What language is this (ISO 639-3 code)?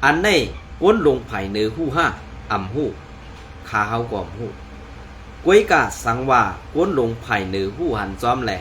shn